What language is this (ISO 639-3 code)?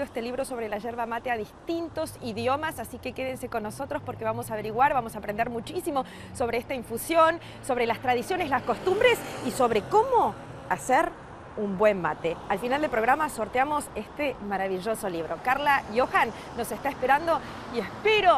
spa